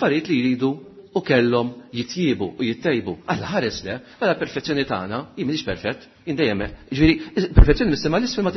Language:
Maltese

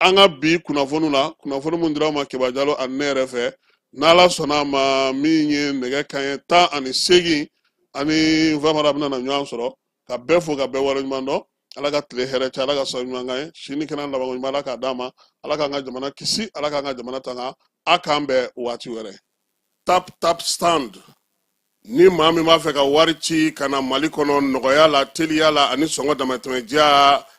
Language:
Bambara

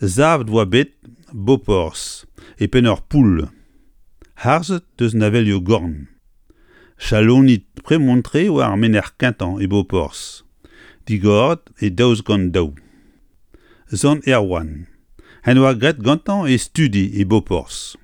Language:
Breton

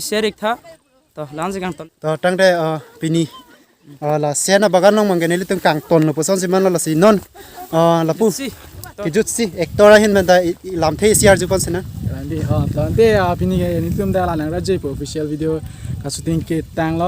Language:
Karbi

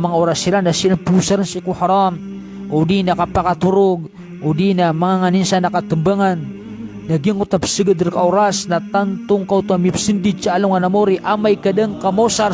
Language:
Maranao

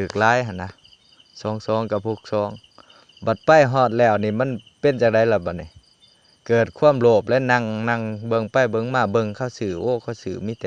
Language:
Lao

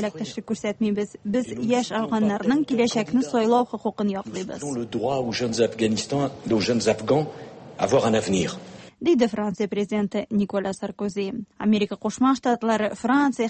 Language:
Tatar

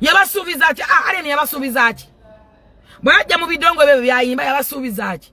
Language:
Ganda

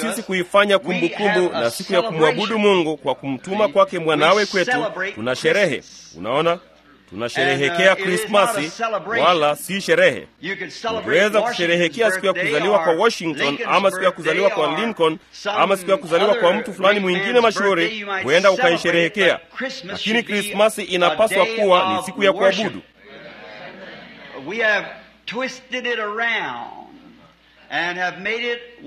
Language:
Swahili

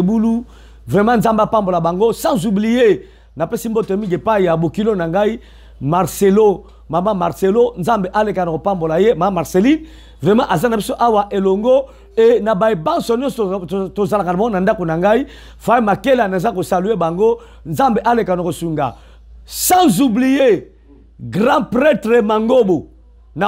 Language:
Lingala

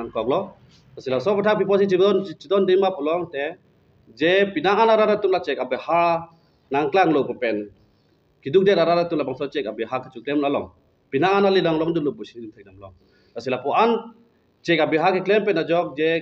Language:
Karbi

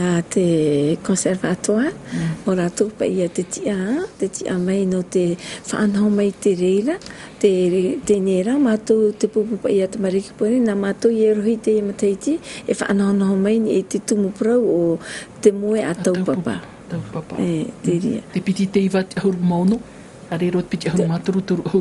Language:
Tahitian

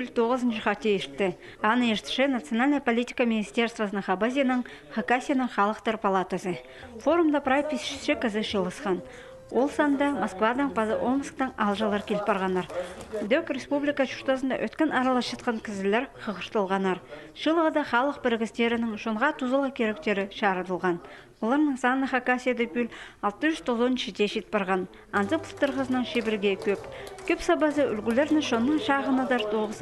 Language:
Khakas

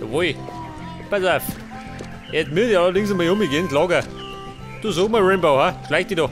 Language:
Bavarian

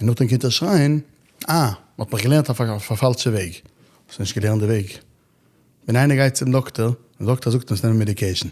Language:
Yiddish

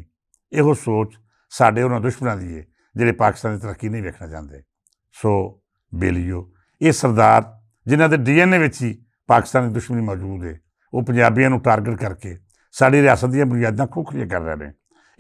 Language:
Western Panjabi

